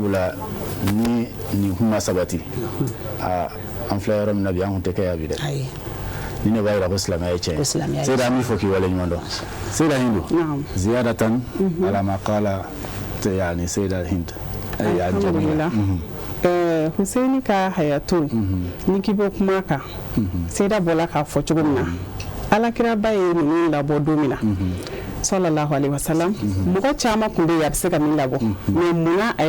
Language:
Bambara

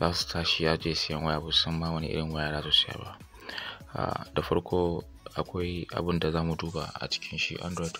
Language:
Hausa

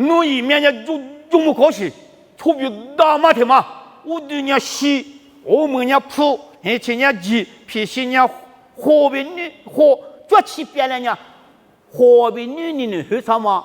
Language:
Lisu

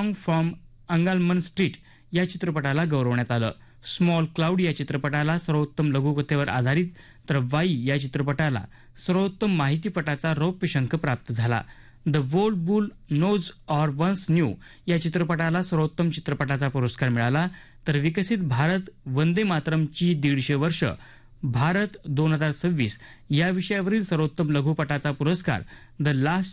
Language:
Marathi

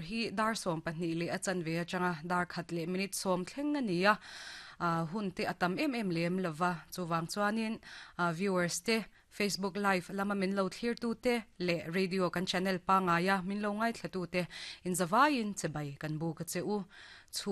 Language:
Mizo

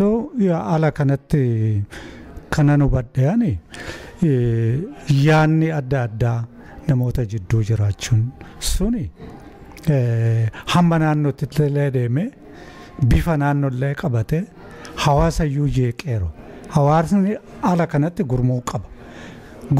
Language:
Oromo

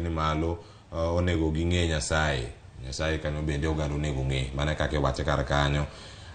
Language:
Luo (Kenya and Tanzania)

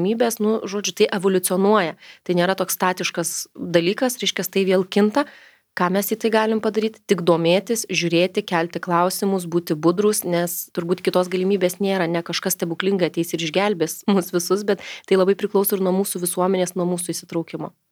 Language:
Lithuanian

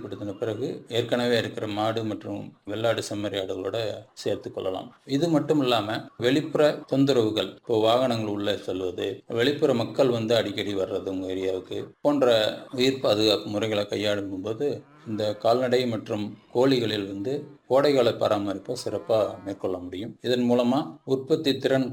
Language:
Tamil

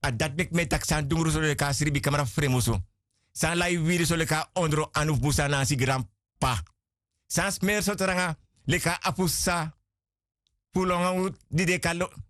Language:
Sranan Tongo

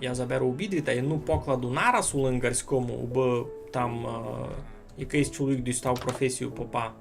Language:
Rusyn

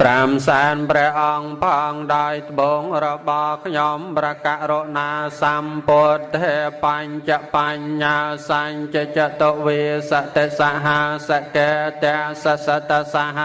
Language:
Khmer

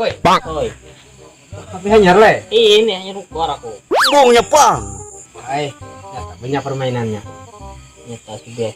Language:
Banjar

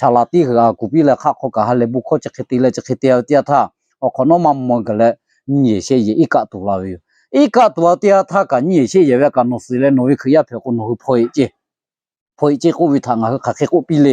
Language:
Lahu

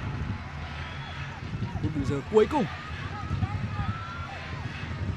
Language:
Vietnamese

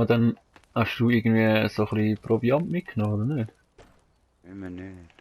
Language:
Swiss German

